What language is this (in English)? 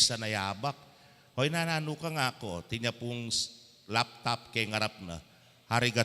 Pampanga